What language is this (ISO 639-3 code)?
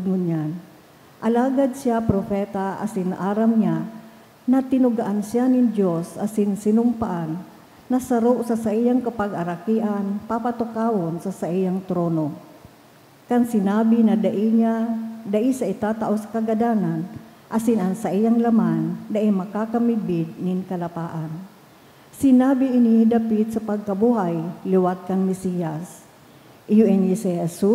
bik